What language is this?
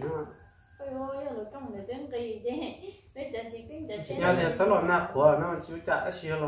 Hmong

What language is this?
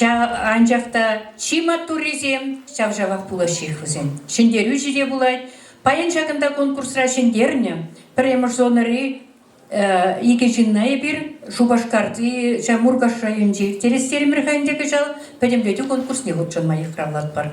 Chuvash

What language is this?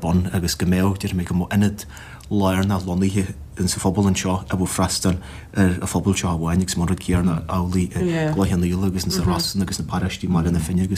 Irish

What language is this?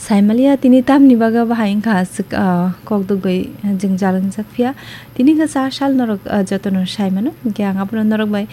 Kok Borok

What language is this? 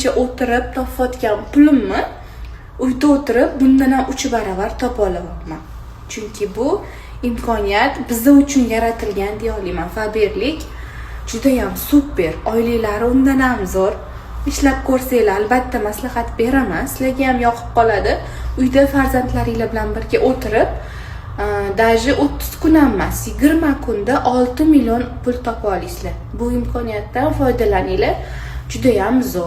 Uzbek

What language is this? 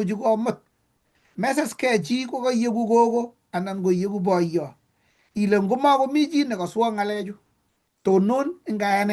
Kalenjin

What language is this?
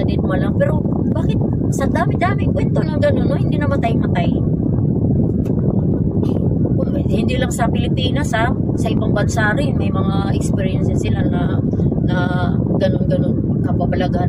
Filipino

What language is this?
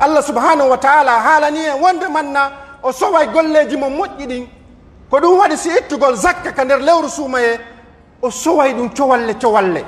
Pular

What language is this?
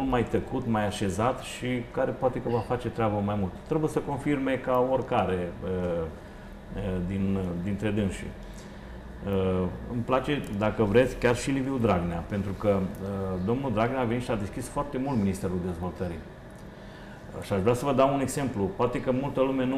Romanian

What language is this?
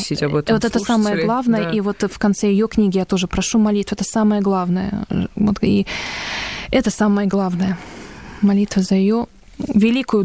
Russian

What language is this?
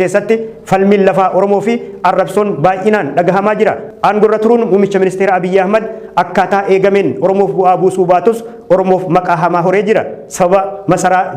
Oromo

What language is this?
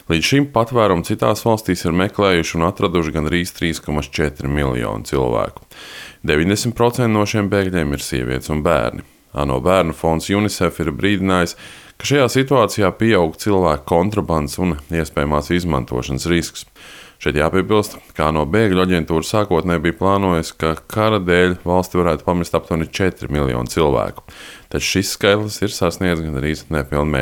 Latvian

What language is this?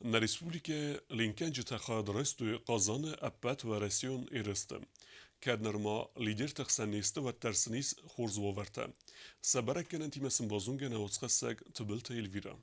Ossetic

